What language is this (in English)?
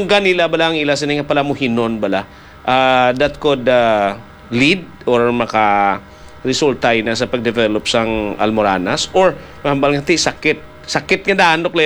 Hiligaynon